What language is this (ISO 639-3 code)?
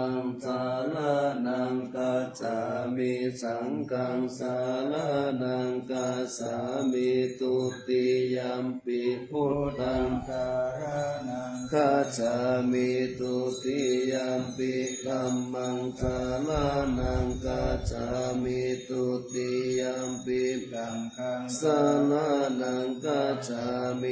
pli